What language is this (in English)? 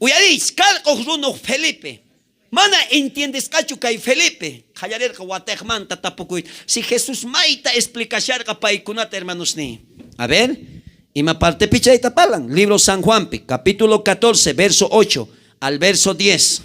South Bolivian Quechua